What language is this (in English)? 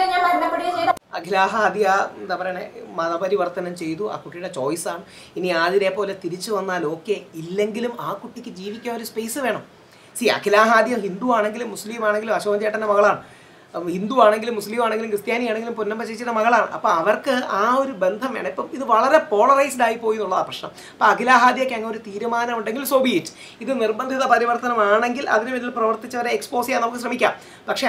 Malayalam